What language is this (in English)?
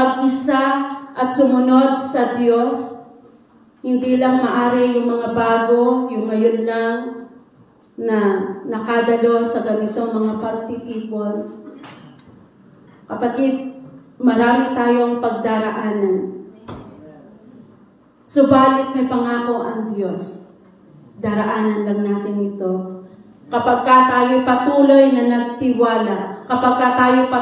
Filipino